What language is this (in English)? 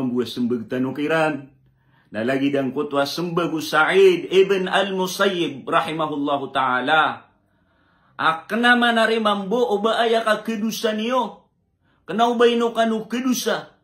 Maranao